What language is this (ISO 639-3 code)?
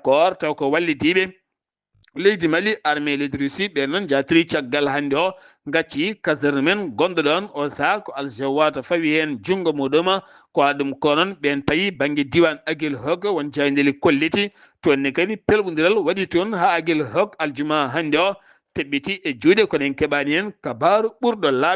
ful